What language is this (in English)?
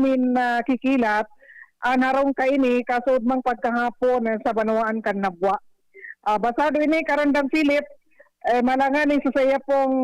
Bikol